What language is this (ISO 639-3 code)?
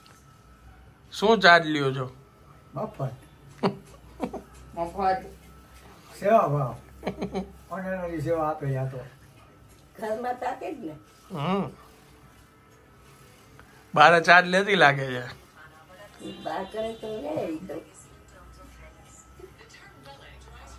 guj